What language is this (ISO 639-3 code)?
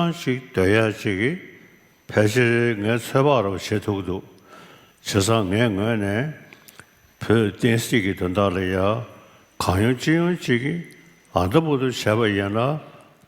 bod